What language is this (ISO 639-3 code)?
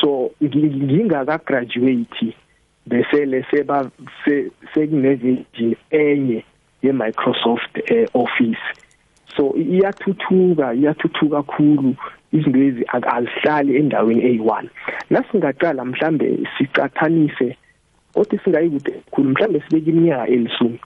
nbl